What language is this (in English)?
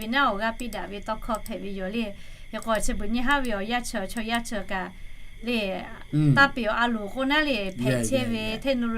Lahu